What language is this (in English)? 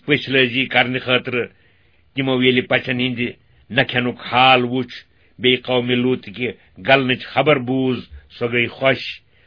Kashmiri